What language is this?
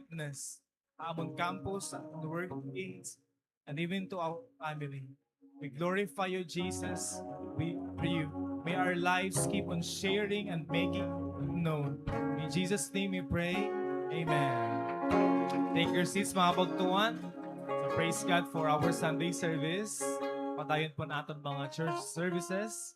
Waray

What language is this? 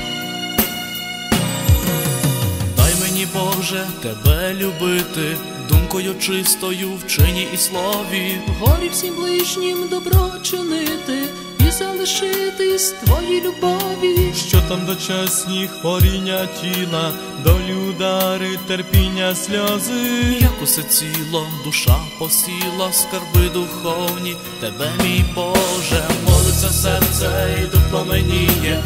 Ukrainian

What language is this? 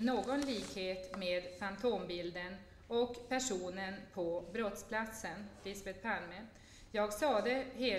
Swedish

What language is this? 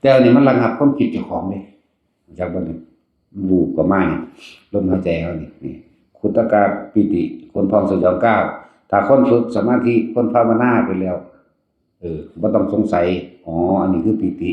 Northeastern Thai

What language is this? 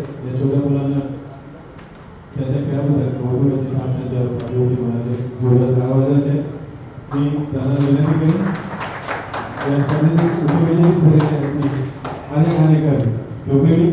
Marathi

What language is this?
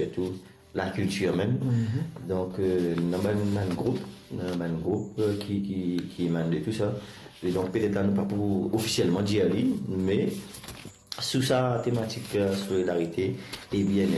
Morisyen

